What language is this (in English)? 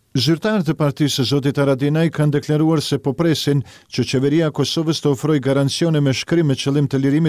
Albanian